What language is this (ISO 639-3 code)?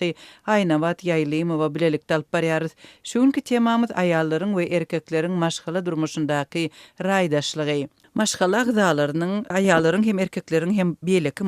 tuk